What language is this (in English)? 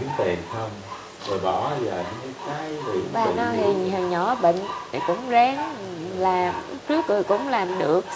Vietnamese